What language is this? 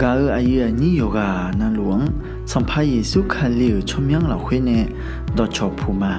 Akha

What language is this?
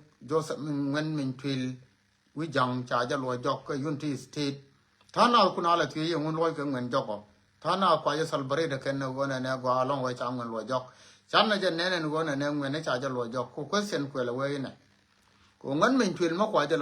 Nuer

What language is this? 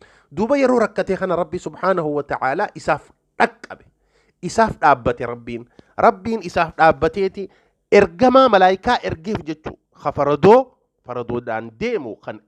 Oromo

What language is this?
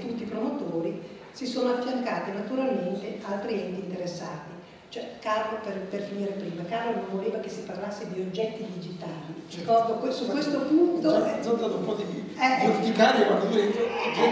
Italian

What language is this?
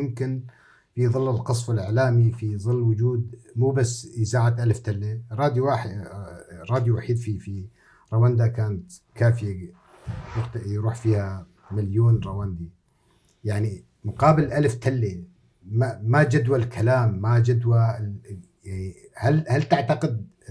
North Levantine Arabic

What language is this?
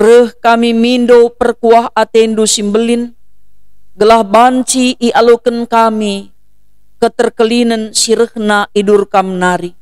Batak Karo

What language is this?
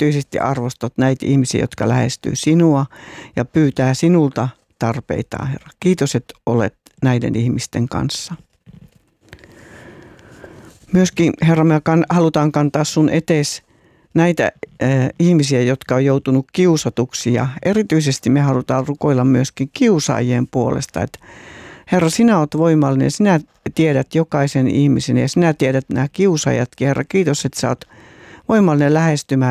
Finnish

